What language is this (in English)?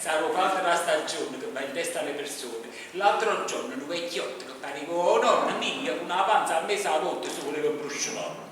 Neapolitan